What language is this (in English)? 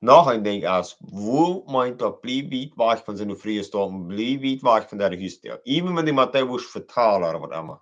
Plautdietsch